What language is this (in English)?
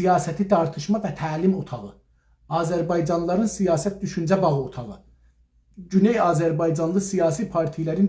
South Azerbaijani